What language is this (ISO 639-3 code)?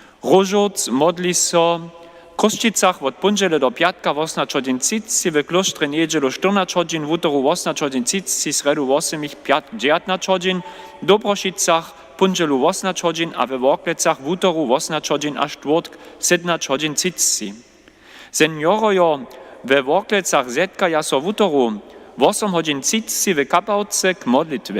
hsb